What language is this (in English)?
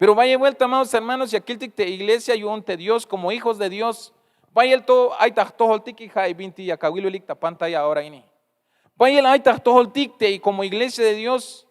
Tzeltal